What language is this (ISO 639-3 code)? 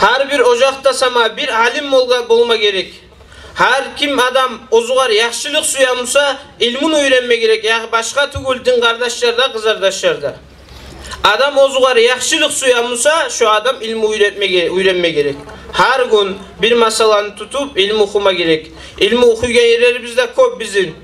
kum